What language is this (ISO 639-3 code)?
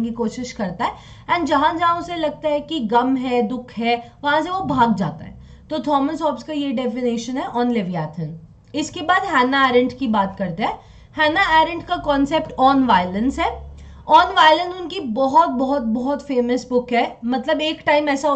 hin